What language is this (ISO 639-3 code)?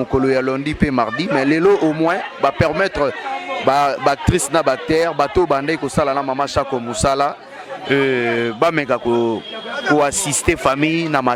lin